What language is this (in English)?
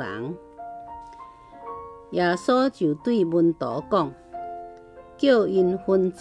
Min Nan Chinese